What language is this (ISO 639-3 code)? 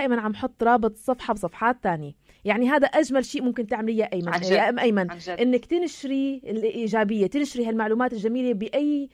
apc